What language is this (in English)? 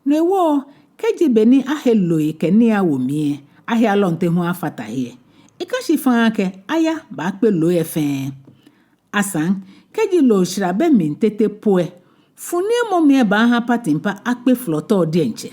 Ga